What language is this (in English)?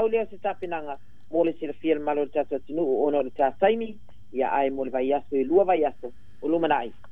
Samoan